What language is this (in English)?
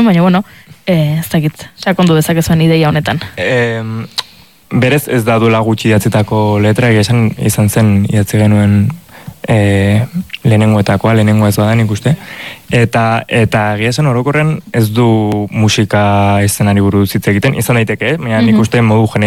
Basque